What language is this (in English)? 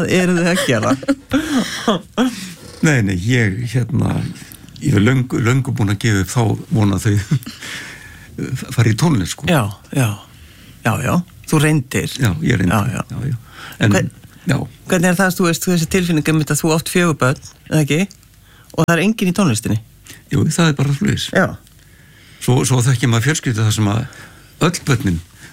Icelandic